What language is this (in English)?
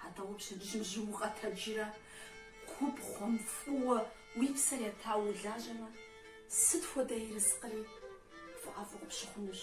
Kabardian